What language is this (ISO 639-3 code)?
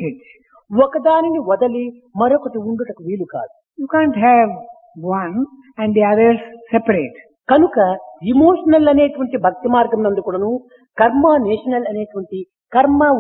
tel